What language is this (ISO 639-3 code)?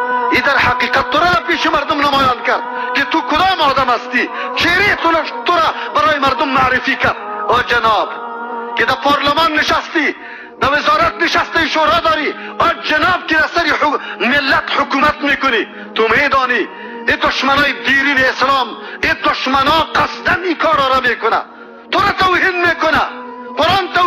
fas